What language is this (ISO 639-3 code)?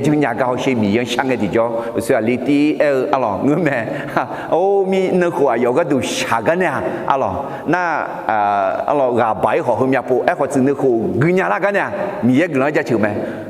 ahk